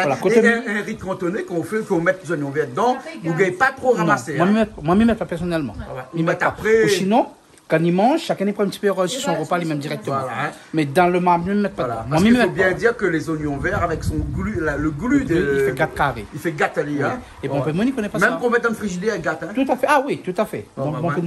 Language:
Réunion Creole French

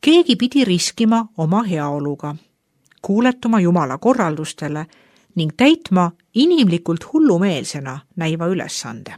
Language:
Estonian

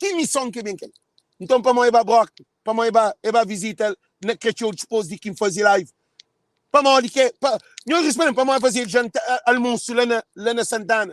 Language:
Kabuverdianu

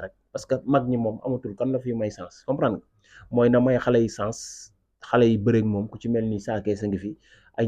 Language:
Wolof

